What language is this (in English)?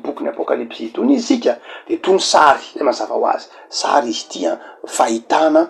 Malagasy